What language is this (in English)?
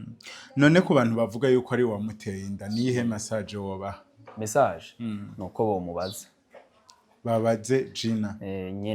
Rundi